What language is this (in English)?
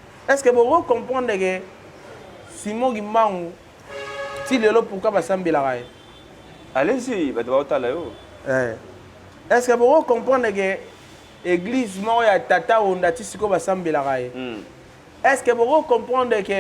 Lingala